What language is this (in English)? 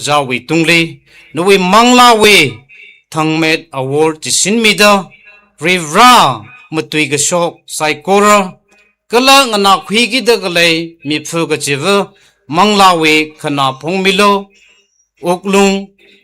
Tangkhul Naga (India)